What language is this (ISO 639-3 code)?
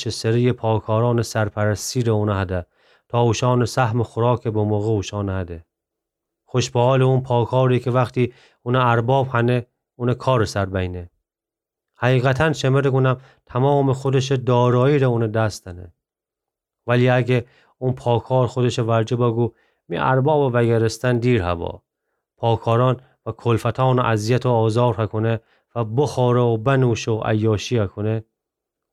glk